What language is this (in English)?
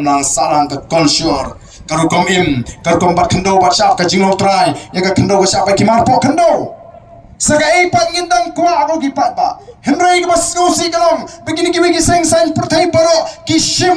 Khasi